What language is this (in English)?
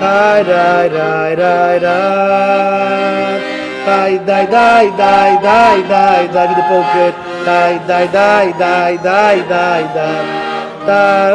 Yiddish